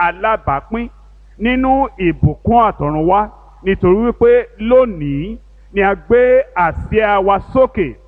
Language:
Yoruba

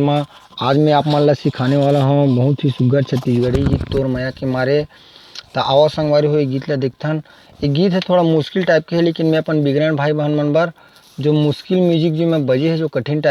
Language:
Chhattisgarhi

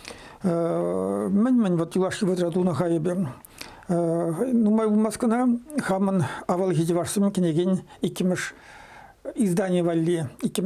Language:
Chuvash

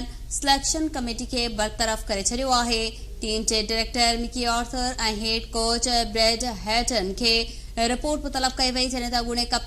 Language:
Sindhi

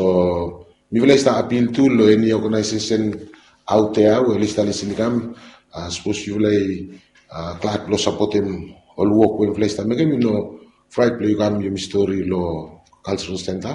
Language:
Bislama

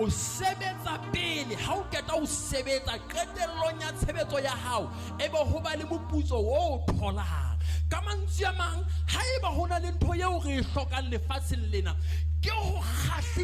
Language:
Southern Sotho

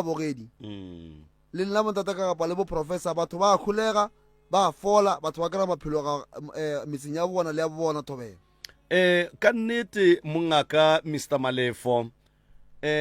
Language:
Northern Sotho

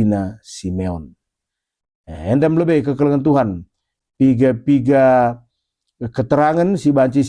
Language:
Batak Karo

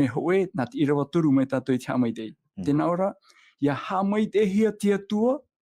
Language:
Tahitian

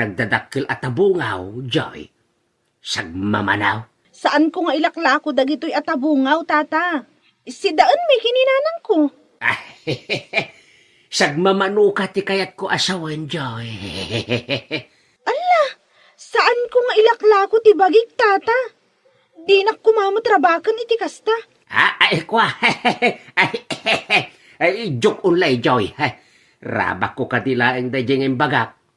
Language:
Iloko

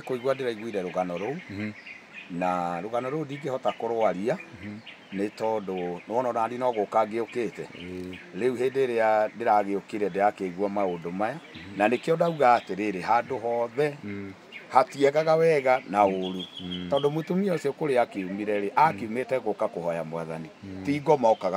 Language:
Kikuyu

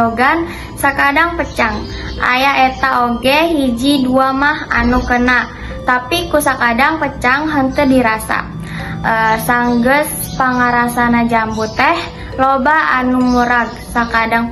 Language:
Sundanese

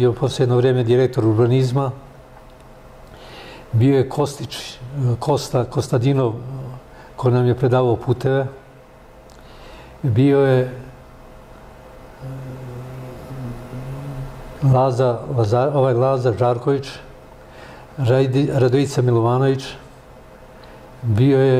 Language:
Serbian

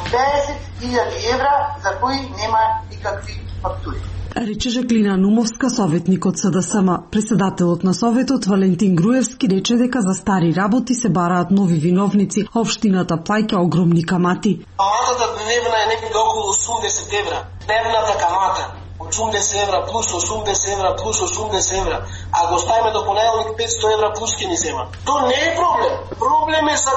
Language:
Macedonian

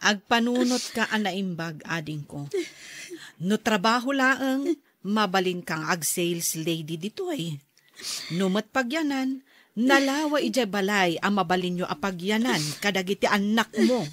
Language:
Iloko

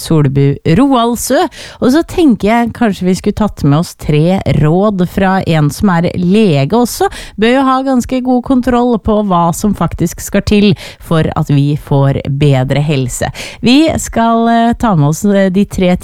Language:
Norwegian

